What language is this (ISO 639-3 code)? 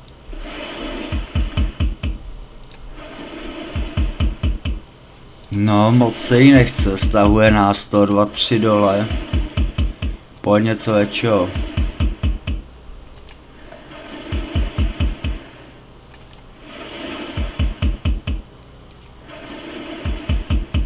ces